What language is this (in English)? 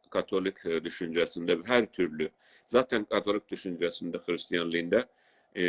South Azerbaijani